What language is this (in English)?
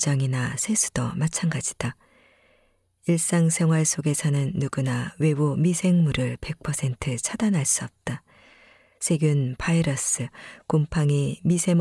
Korean